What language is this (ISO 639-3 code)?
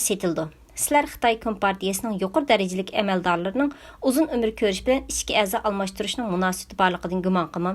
uig